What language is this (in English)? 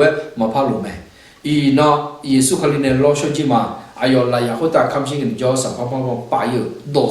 Akha